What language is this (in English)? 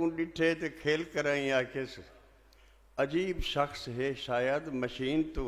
Saraiki